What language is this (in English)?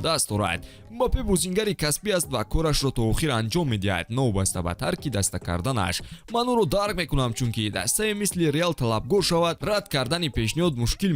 Tajik